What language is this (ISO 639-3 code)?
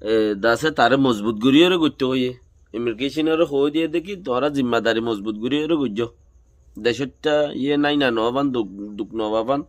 rhg